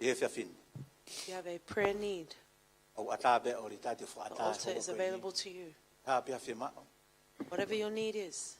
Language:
Tongan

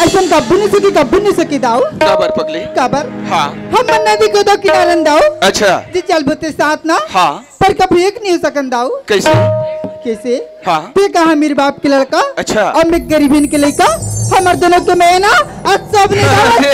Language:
Chhattisgarhi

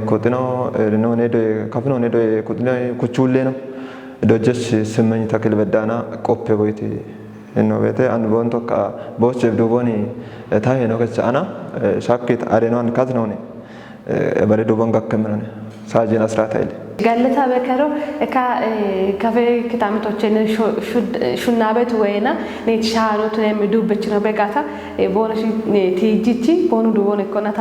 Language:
Kafa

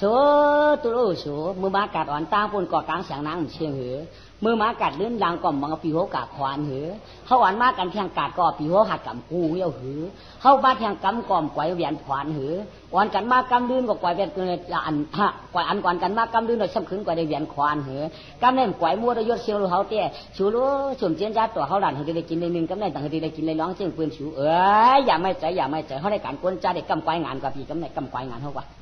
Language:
Shan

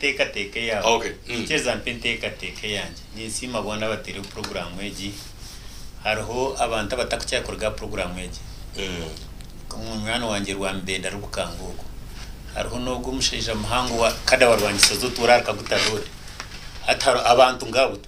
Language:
Nyankole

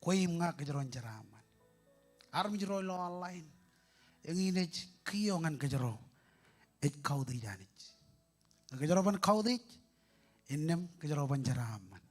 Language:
Marshallese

